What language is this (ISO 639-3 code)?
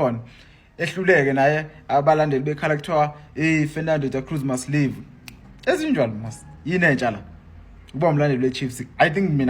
zul